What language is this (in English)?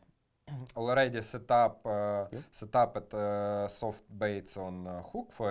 Polish